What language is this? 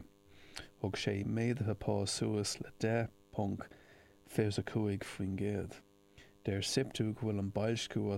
Irish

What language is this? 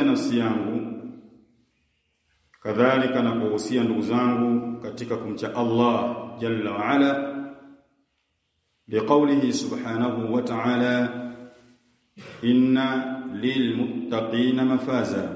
Swahili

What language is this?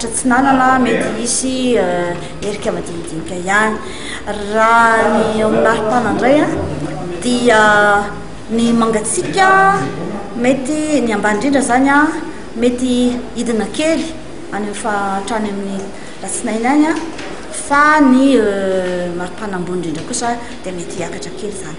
Malagasy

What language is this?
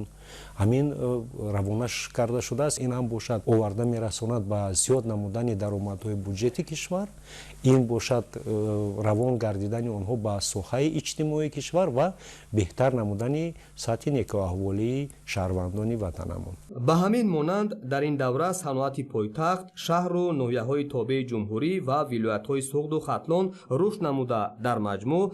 Tajik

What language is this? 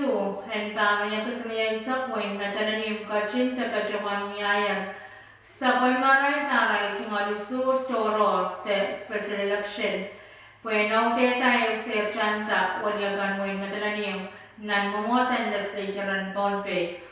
Pohnpeian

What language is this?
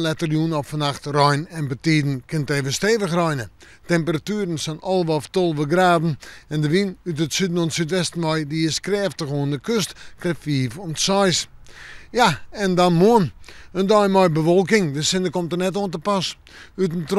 Western Frisian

